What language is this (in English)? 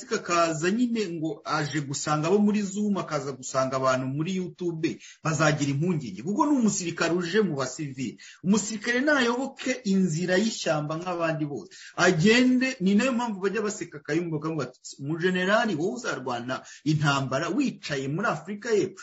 Kinyarwanda